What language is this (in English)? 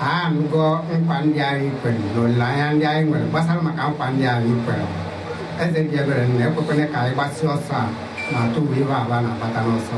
Igbo